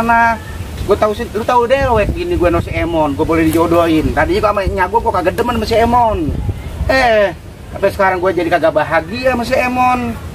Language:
Betawi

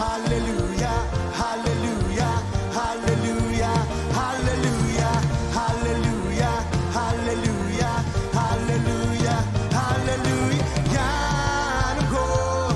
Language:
Marshallese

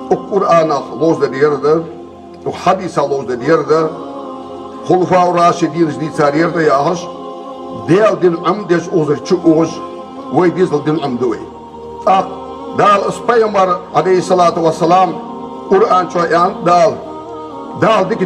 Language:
Ingush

